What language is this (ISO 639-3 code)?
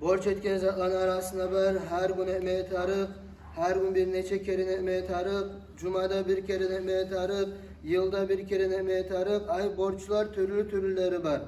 kum